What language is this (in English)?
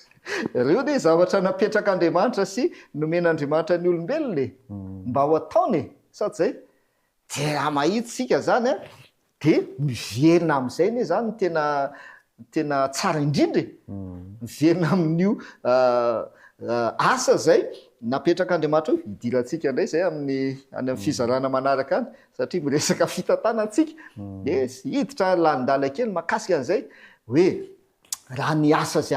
Malagasy